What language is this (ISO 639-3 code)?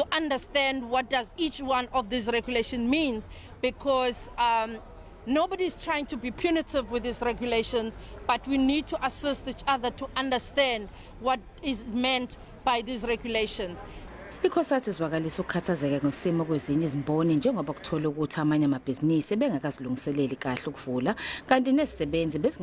zul